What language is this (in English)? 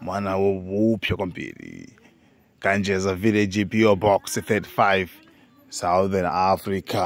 Nyanja